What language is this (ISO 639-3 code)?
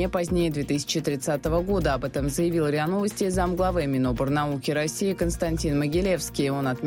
rus